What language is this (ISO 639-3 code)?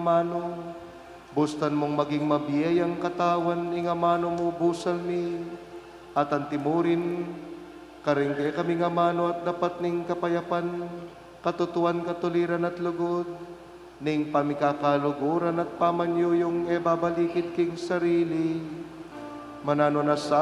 pam